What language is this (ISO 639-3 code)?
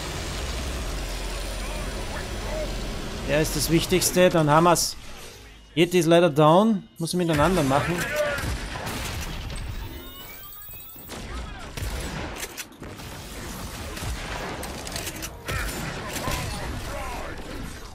deu